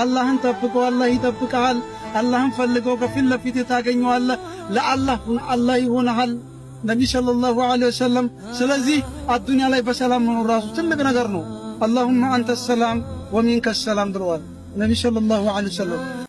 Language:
Amharic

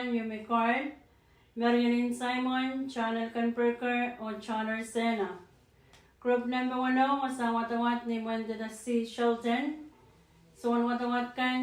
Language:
Pohnpeian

